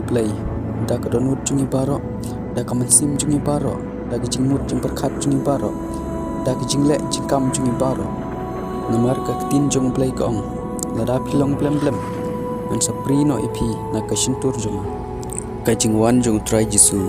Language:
Khasi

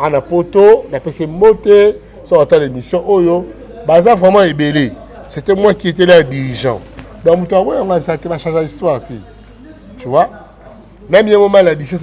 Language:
Lingala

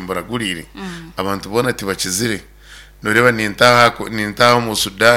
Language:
Nyankole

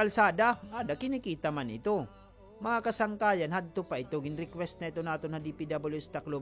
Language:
Waray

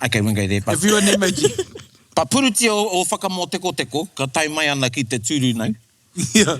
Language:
Māori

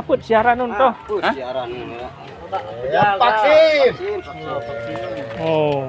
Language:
Sasak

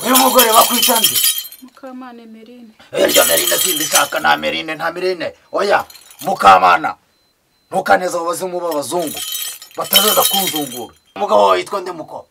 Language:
Kinyarwanda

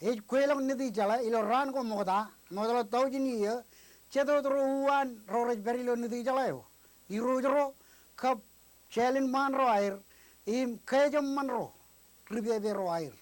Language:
Marshallese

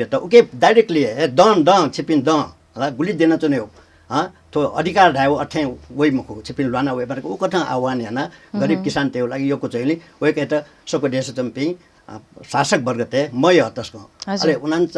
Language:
Newari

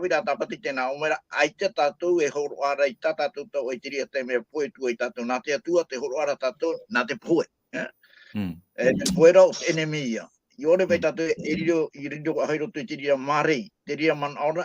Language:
Tahitian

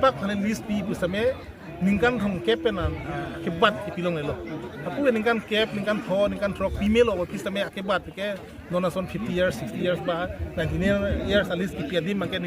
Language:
Karbi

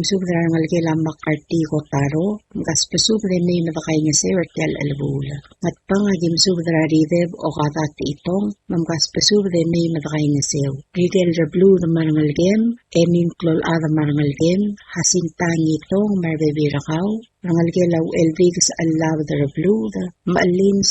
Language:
Palauan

